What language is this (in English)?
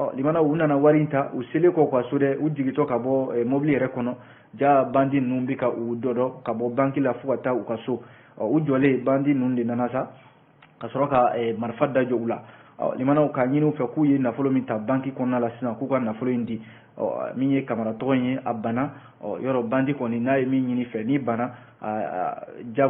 Bambara